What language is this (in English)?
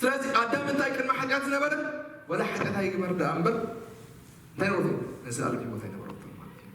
Tigrinya